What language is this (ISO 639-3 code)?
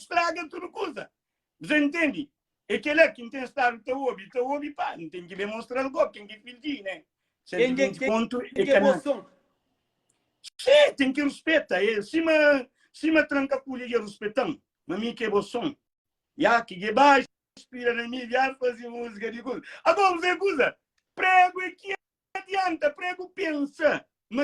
kea